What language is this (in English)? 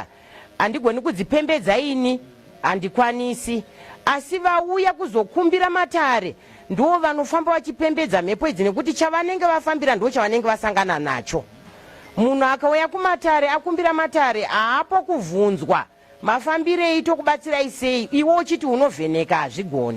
Shona